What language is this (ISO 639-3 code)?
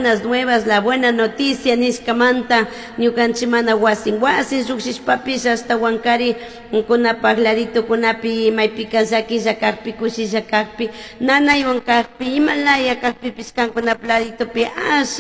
qug